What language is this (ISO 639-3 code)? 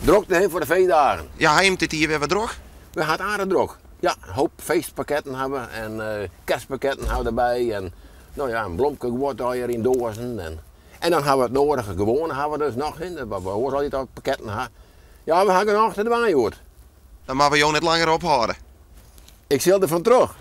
fry